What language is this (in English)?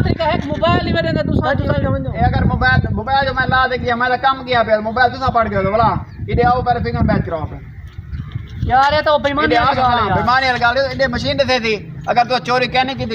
Saraiki